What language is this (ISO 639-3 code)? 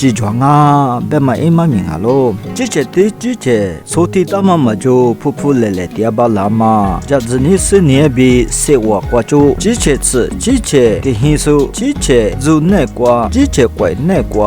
lis